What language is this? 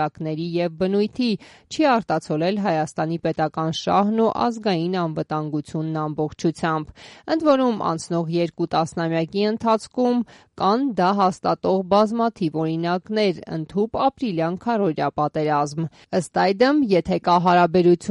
Armenian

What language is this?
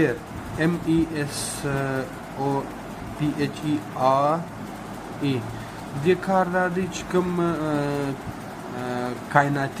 Pashto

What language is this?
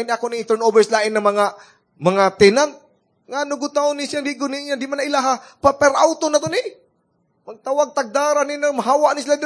Cebuano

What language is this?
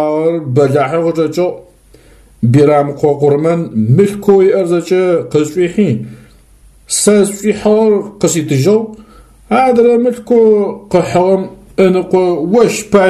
Adyghe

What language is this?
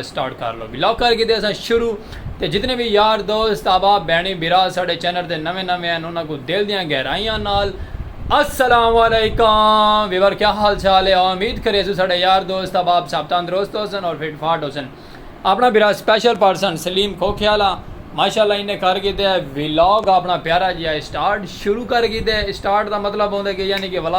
Saraiki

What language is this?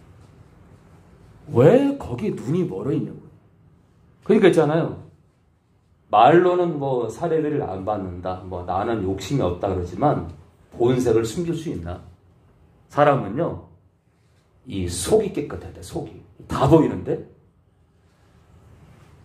Korean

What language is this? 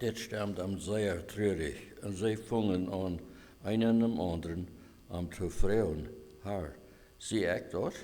Plautdietsch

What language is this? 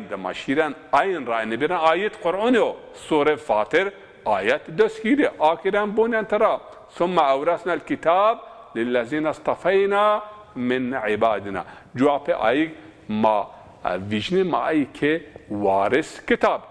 Zaza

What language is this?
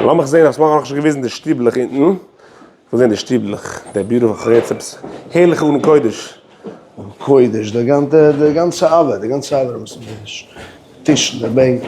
Yiddish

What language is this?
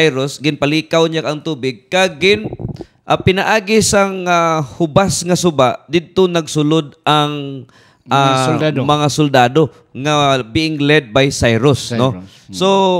Hiligaynon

